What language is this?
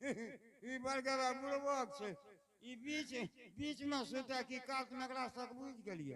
Angika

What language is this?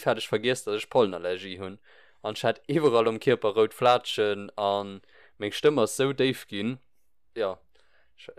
Luxembourgish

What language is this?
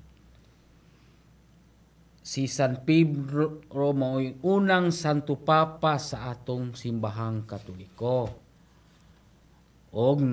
Cebuano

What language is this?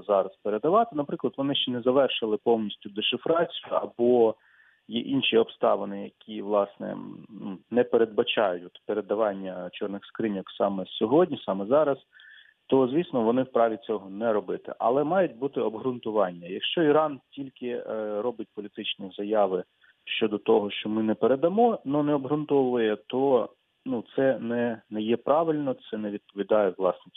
Ukrainian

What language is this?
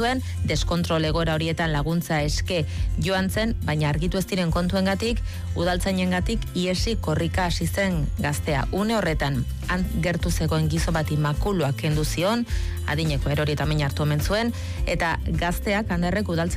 Basque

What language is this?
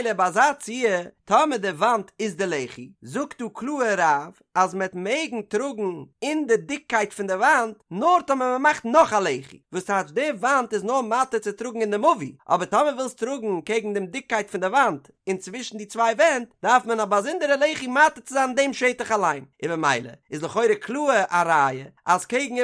Yiddish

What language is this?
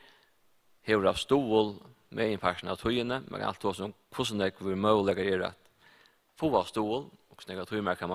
Faroese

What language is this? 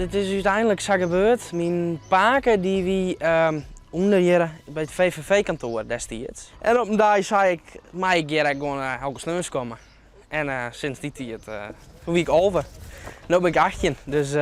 Western Frisian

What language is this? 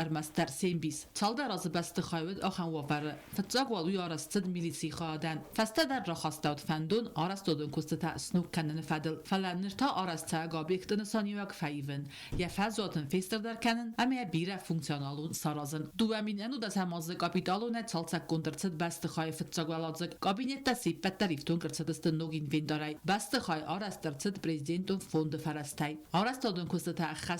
Ossetic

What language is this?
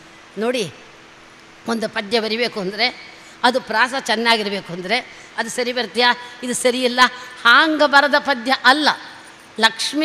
Kannada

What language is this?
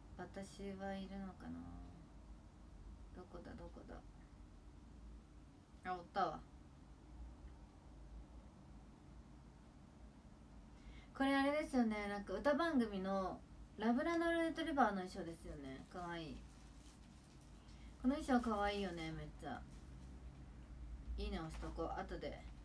Japanese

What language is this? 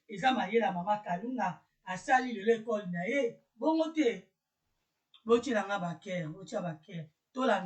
Lingala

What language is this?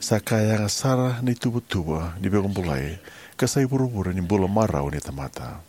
Fijian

